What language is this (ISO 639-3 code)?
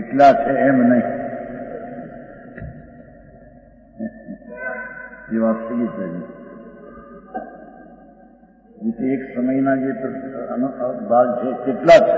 guj